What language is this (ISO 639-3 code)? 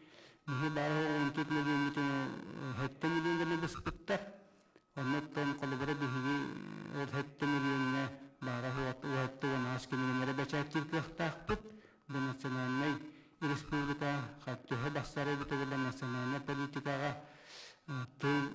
sah